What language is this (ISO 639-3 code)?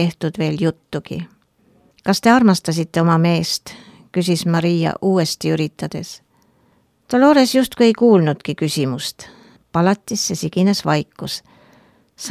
est